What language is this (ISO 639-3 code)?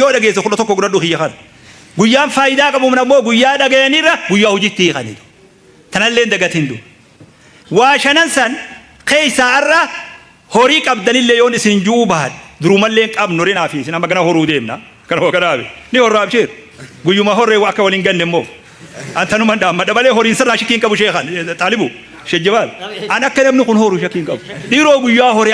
orm